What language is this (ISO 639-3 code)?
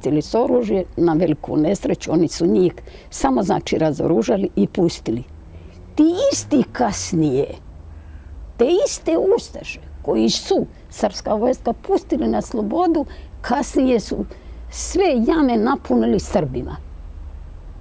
srp